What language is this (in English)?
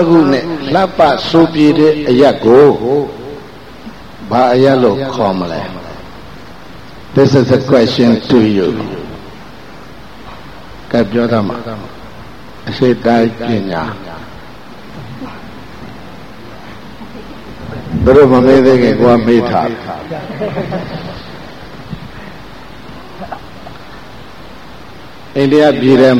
Burmese